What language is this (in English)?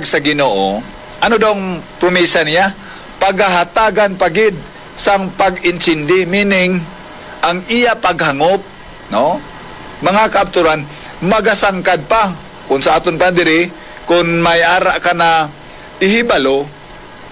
Hiligaynon